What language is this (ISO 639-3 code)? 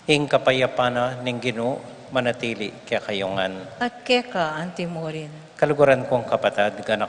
pam